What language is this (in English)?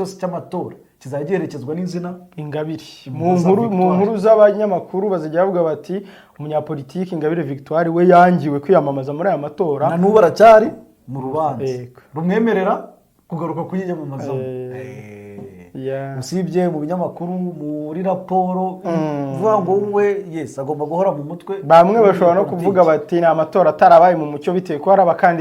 Kinyarwanda